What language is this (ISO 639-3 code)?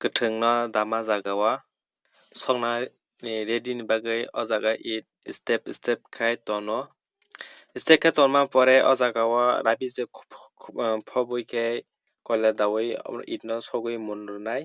trp